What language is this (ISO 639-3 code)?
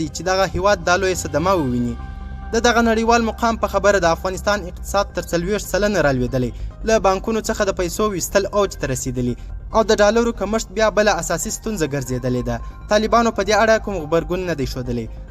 pus